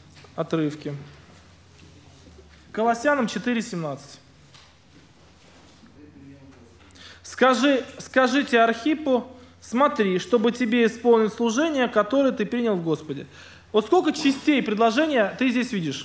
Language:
Russian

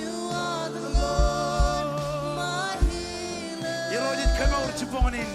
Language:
Marshallese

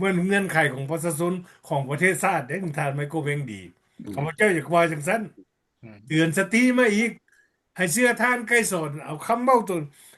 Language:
Lao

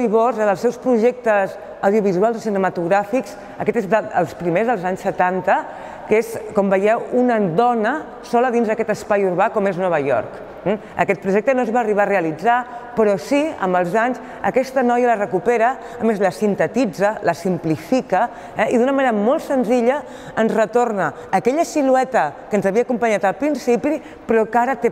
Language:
Catalan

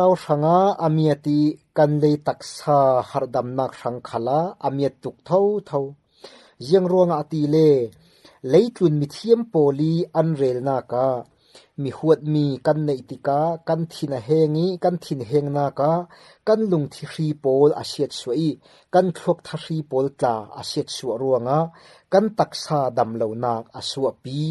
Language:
Falam Chin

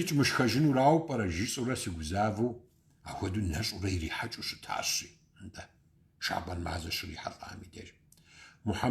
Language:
Kabardian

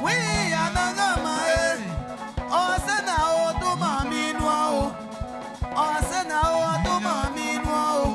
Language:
Baoulé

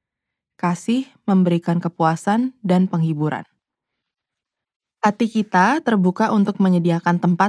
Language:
Indonesian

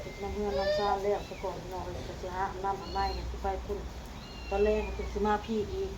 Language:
Northeastern Thai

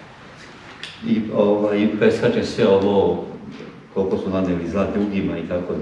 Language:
Serbian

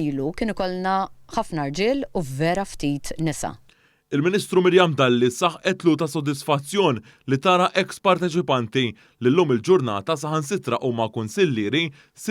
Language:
Maltese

